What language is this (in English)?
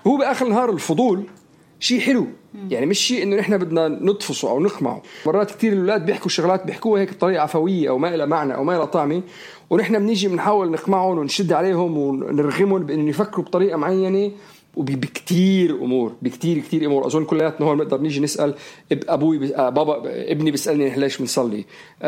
North Levantine Arabic